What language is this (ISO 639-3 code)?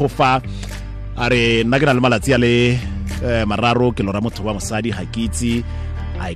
tsn